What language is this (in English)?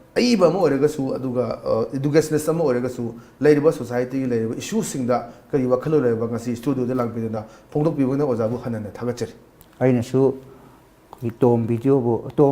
Manipuri